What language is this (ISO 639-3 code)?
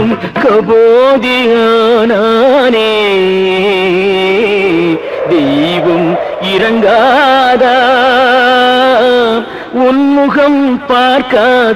tam